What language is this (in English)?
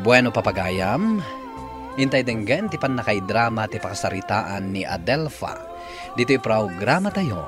Iloko